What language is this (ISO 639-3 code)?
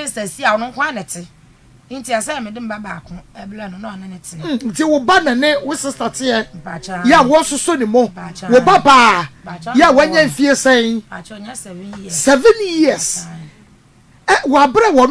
aka